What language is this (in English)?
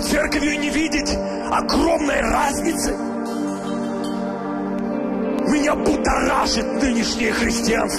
Russian